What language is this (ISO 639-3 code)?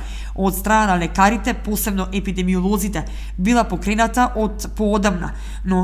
mkd